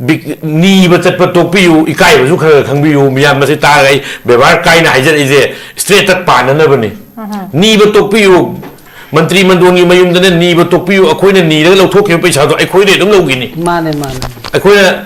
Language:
Manipuri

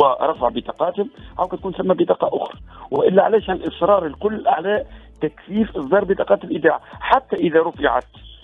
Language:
Tunisian Arabic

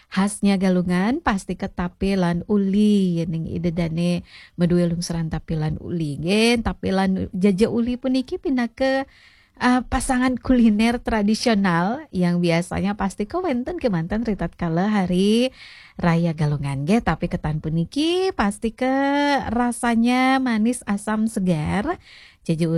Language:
Balinese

